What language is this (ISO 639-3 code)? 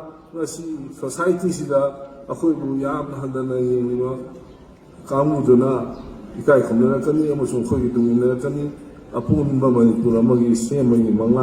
mni